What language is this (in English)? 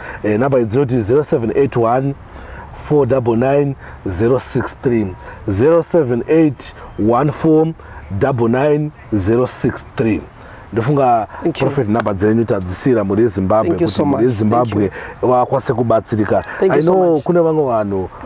Shona